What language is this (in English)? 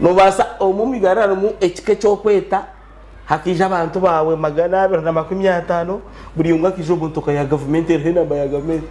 Nyankole